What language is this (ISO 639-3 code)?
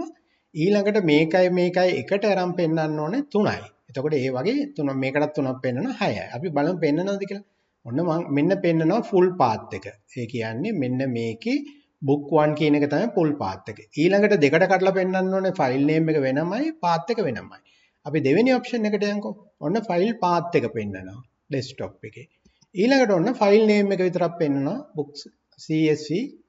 sin